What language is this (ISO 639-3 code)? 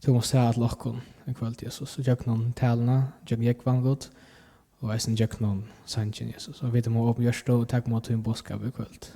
fao